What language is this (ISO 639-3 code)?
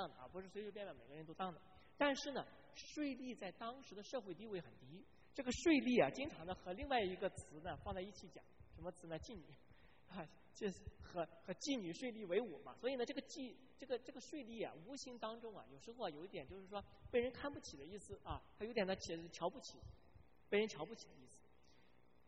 zho